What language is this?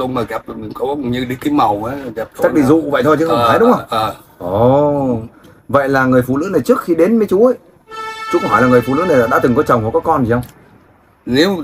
Vietnamese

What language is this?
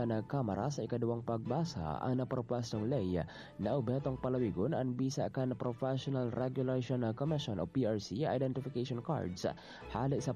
Bikol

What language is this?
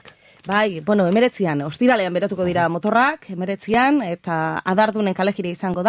Basque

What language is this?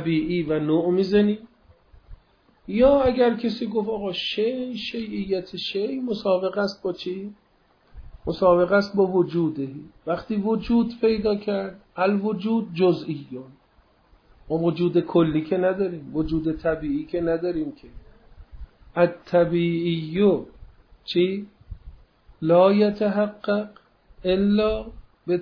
Persian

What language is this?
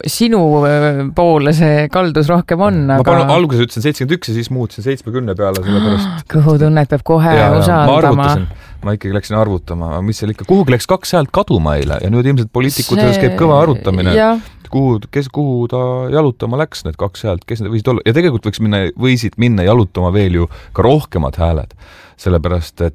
Estonian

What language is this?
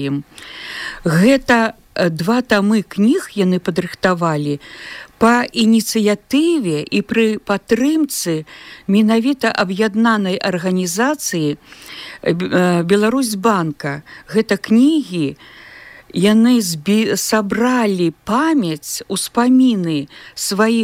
Belarusian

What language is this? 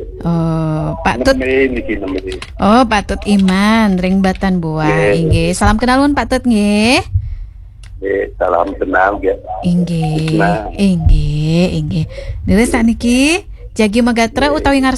Balinese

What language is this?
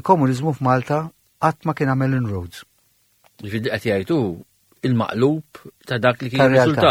Maltese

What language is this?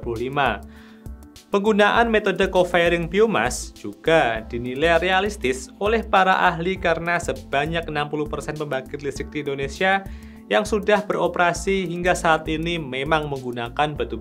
Indonesian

